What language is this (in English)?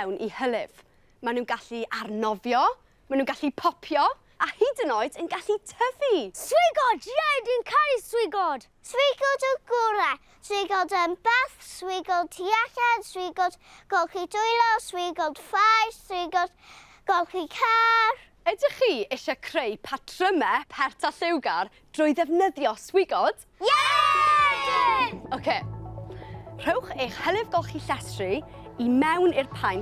Welsh